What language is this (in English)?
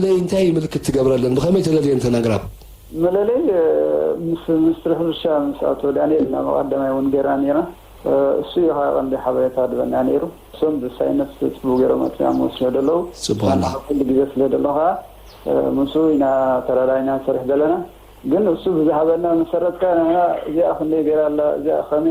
Tigrinya